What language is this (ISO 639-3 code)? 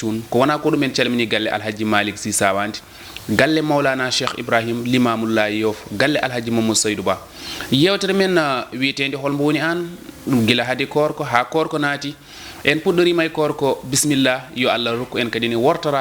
ful